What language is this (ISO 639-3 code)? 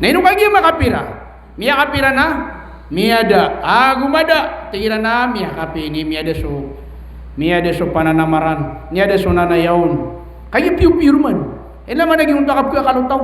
mrw